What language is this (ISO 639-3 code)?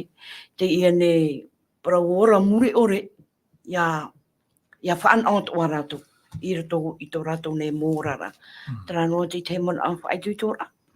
tah